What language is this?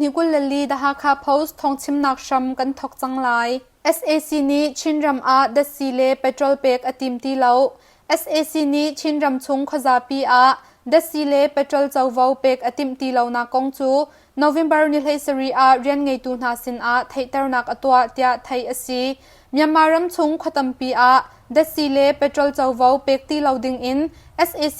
Hakha Chin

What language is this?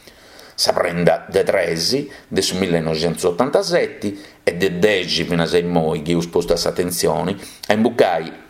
Sardinian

